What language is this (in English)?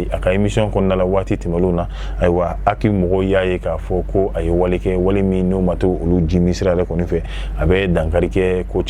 Bambara